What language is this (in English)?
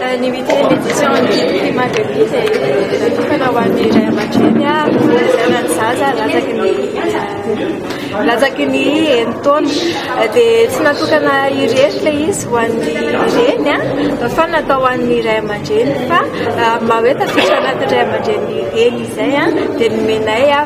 Malagasy